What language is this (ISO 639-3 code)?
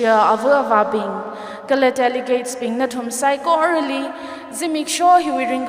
nmf